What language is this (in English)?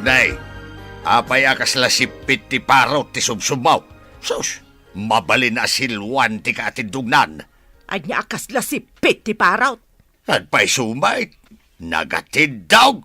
Iloko